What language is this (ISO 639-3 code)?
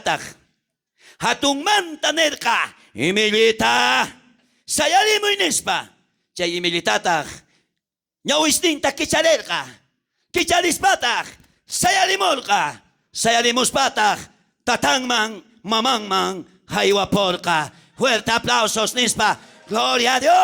quh